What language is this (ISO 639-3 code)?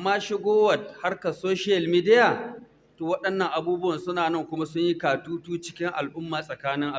hau